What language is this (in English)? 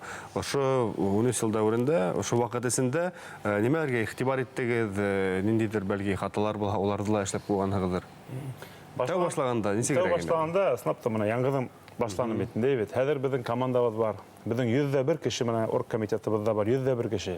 Bashkir